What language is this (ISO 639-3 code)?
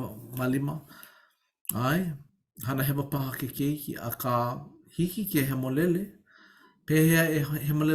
haw